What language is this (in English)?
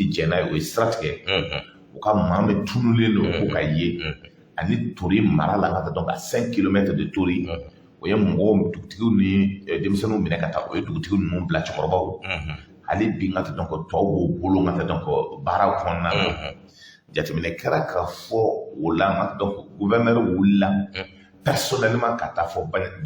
Bambara